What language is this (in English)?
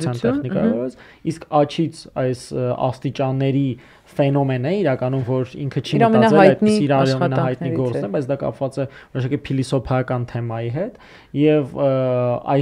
Armenian